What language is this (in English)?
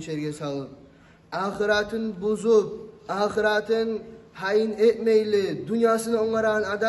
Kumyk